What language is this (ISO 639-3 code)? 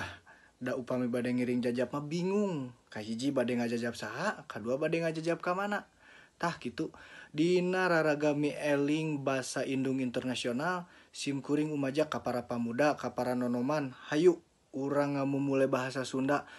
sun